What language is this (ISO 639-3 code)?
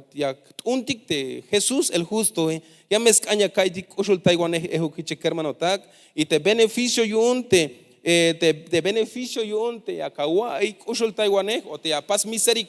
tzh